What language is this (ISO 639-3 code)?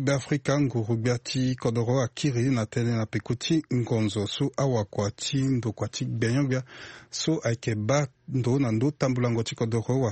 sag